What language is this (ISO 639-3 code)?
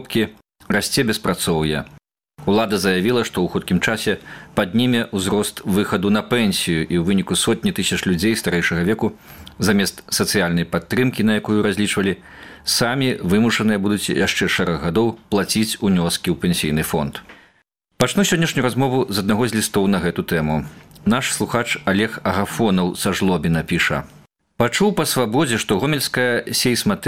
bel